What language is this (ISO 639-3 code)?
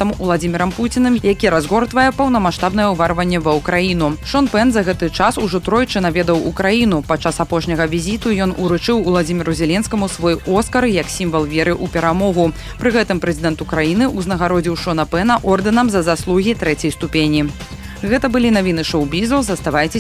bel